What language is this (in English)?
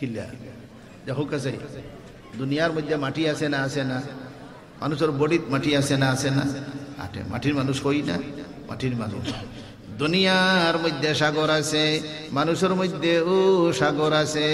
Sylheti